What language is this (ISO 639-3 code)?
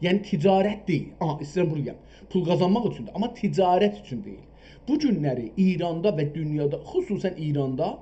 azb